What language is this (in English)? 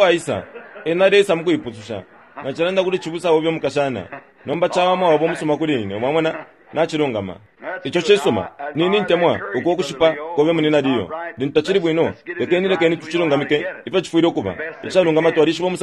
Bemba